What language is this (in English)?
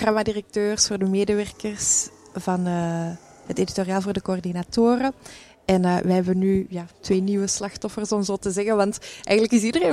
Dutch